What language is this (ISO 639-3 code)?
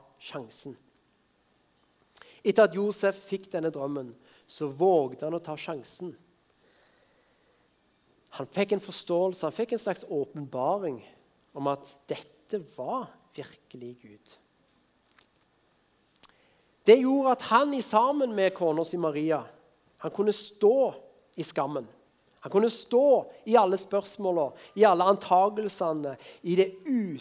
nor